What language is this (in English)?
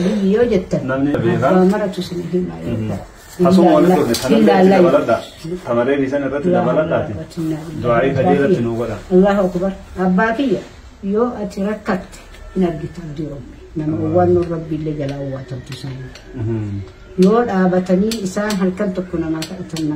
Oromo